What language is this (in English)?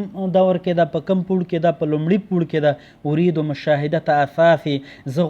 Pashto